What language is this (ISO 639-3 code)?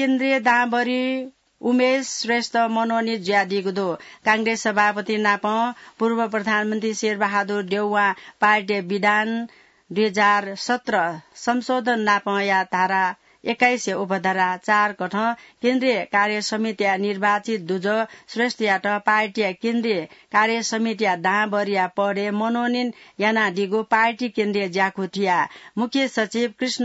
new